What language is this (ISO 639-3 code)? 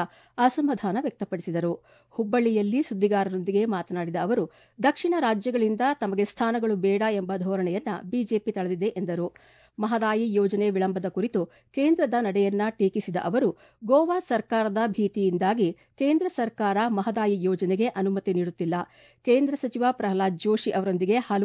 kan